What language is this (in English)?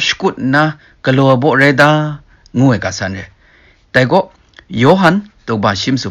Kachin